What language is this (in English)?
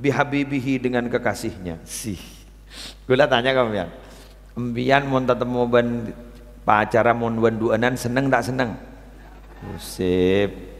Madurese